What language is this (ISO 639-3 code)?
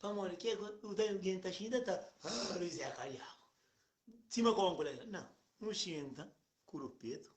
kea